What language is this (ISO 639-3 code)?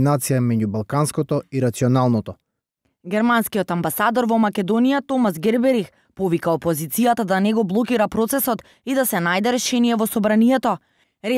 mkd